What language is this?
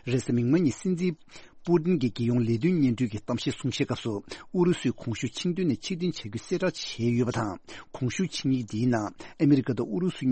Tibetan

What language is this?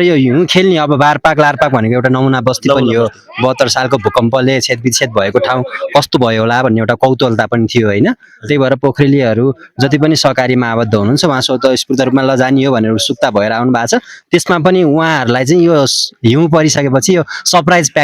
Nepali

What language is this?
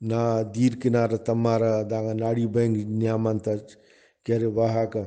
Brahui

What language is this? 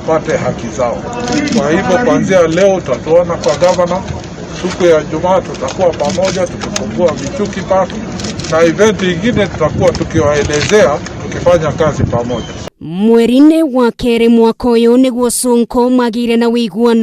Kikuyu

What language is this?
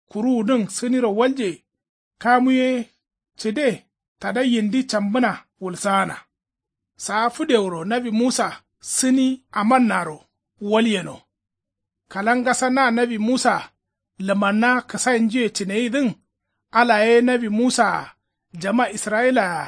Kanuri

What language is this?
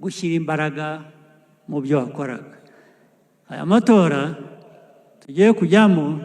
Kinyarwanda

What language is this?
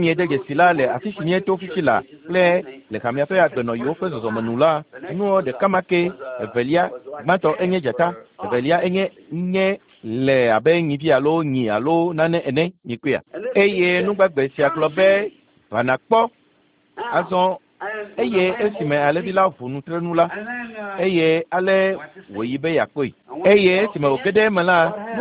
Ewe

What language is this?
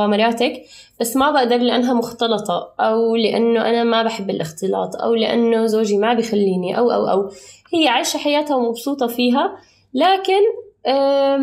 North Levantine Arabic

